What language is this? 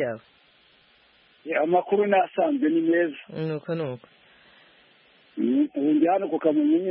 Kinyarwanda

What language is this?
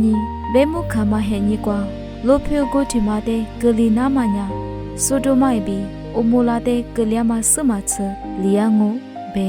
Lisu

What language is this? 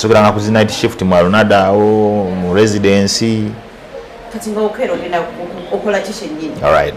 Ganda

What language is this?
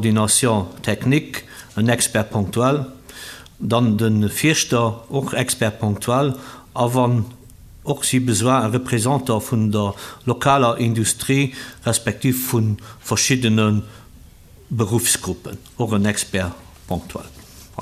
Luxembourgish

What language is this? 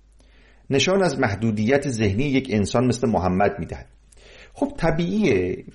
Persian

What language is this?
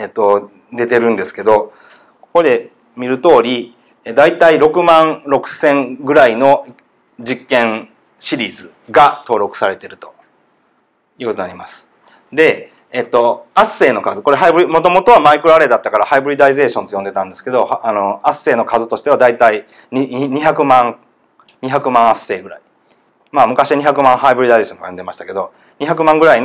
Japanese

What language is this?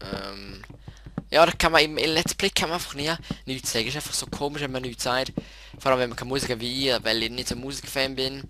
Swiss German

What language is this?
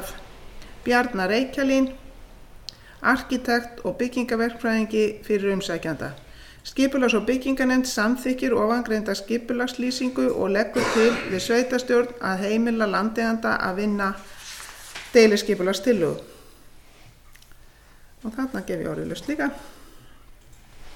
Icelandic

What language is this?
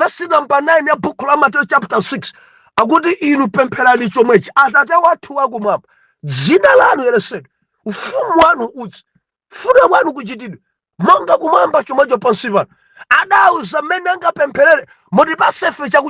Nyanja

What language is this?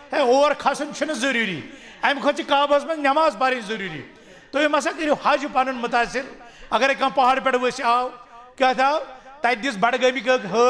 Kashmiri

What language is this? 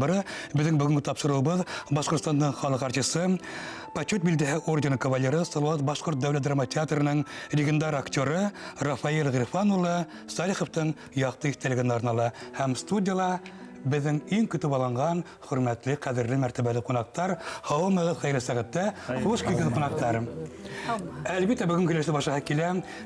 Bashkir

